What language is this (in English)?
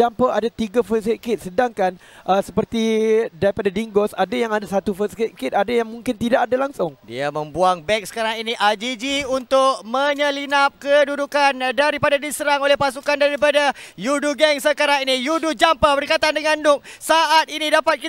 Malay